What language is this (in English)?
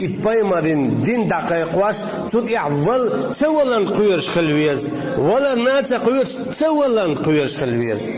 Chechen